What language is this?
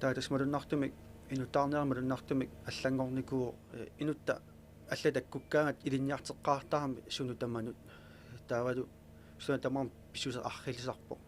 Kalaallisut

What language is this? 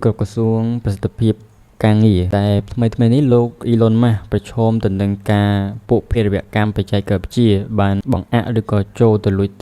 Khmer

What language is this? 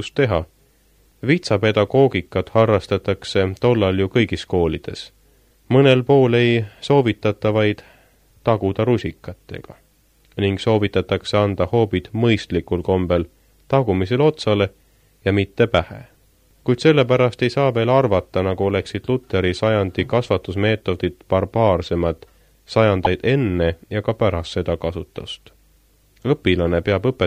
Estonian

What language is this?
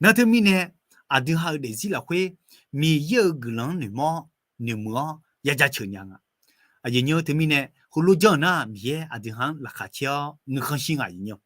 Akha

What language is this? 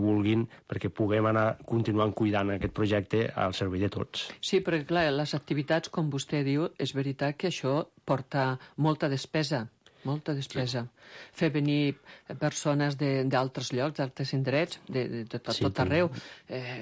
Catalan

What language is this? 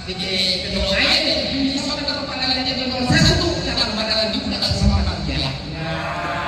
Betawi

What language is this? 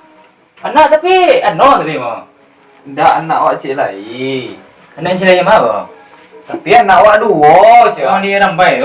Minangkabau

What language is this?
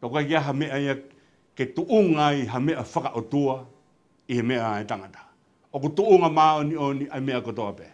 Tongan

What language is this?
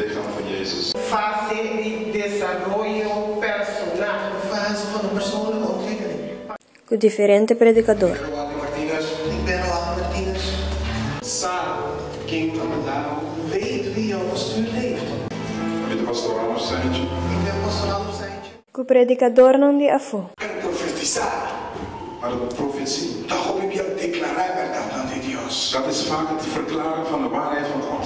Papiamento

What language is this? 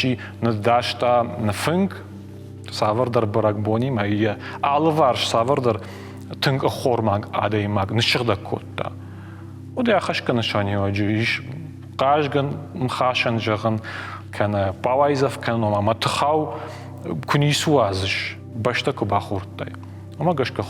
Ossetic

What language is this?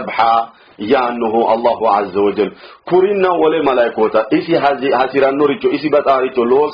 Sidamo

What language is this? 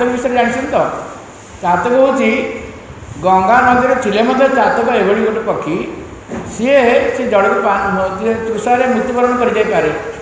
Odia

